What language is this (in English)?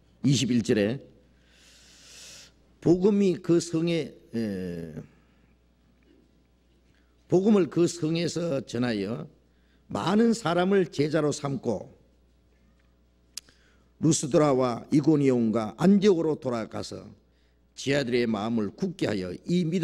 Korean